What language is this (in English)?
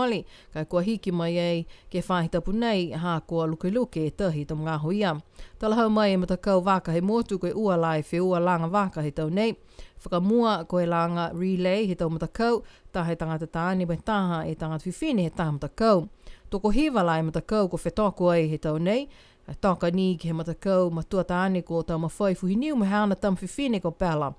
Niuean